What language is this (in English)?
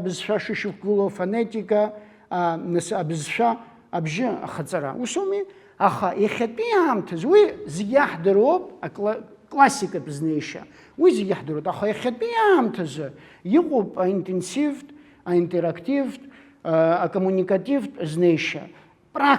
Abkhazian